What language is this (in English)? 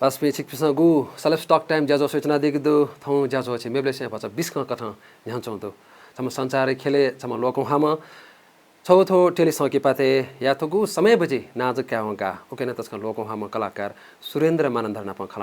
Newari